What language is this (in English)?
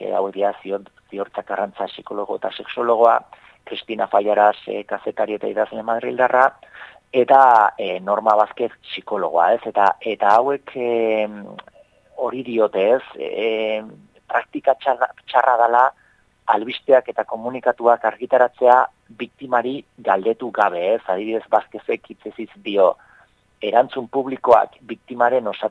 Basque